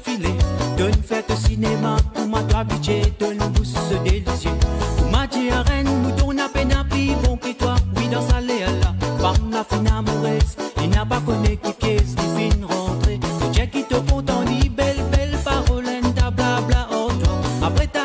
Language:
Morisyen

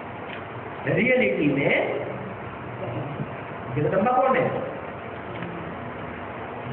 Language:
Hindi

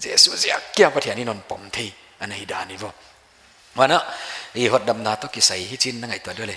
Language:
Paite Chin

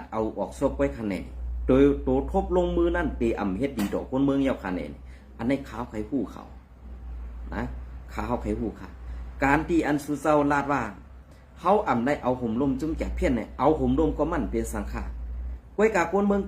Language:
Shan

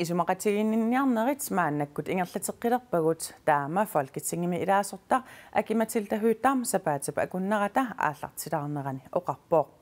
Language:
Kalaallisut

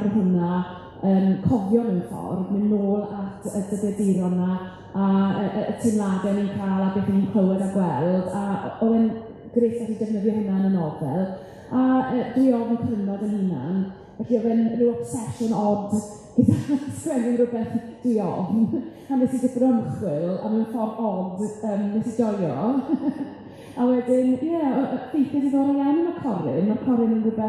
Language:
Welsh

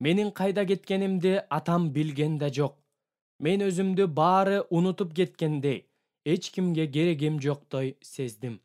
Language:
Kyrgyz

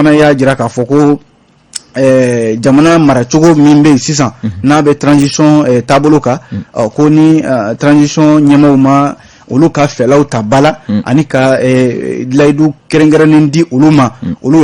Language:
Bambara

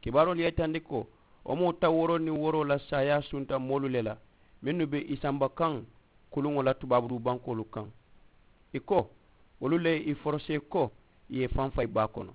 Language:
Mandingo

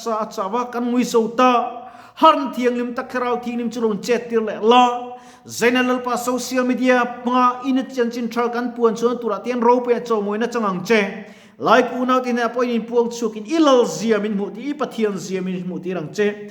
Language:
Mizo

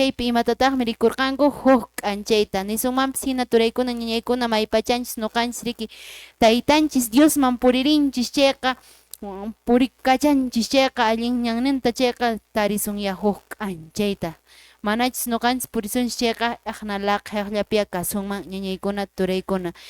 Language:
Quechua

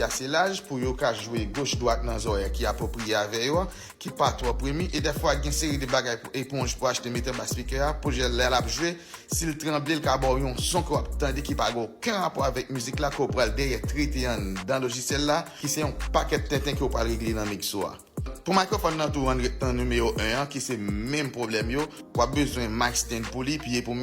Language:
Haitian Creole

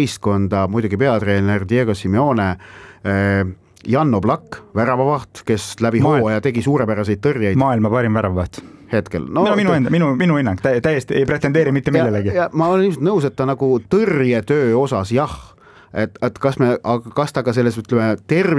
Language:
Estonian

